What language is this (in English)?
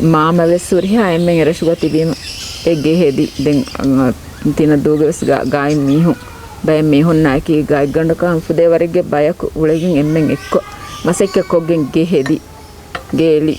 Divehi